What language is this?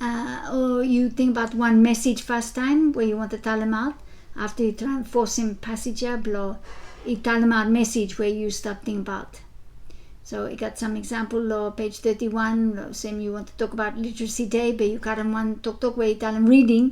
Bislama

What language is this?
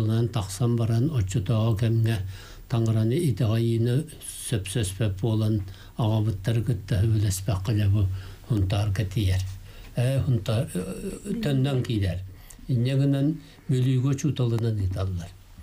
Yakut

